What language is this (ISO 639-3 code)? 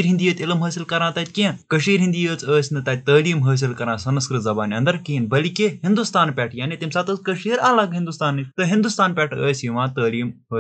kas